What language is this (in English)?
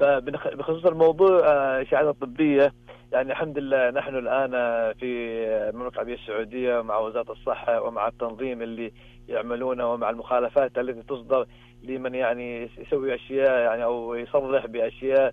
Najdi Arabic